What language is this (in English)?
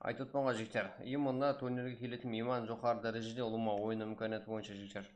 Kara-Kalpak